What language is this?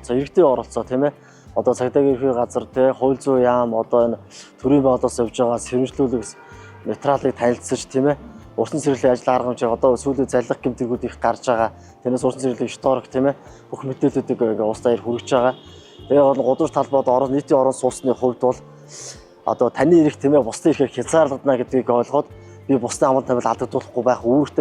Mongolian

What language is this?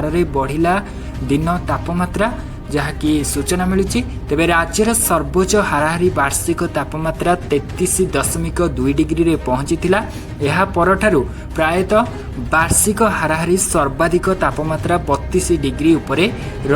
Odia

